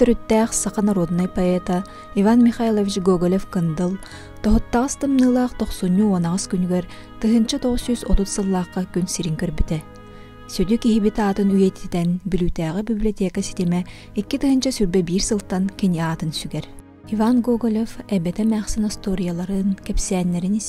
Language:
Yakut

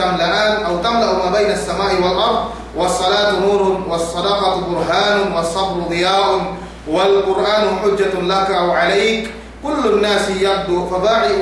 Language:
Yakan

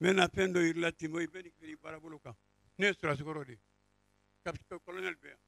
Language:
Bambara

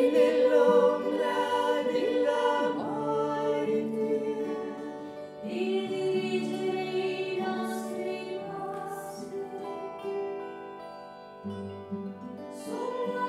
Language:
Italian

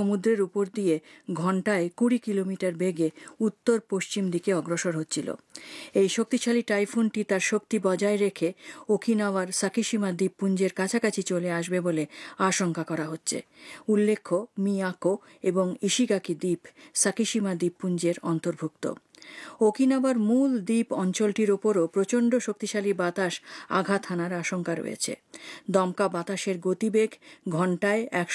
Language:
Bangla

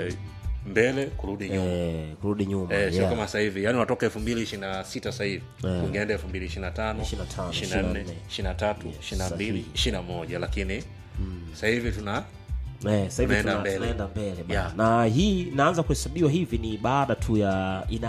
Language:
Swahili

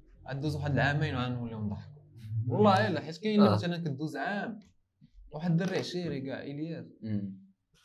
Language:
Moroccan Arabic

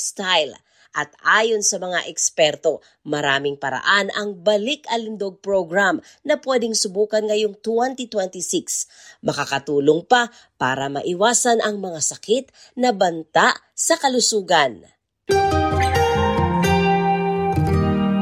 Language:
Filipino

